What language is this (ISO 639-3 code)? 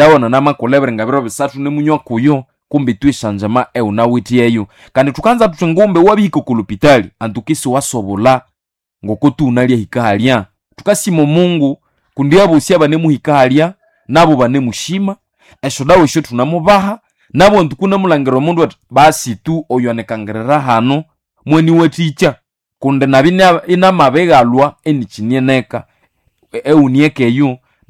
nnb